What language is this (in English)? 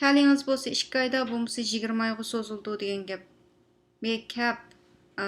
Uyghur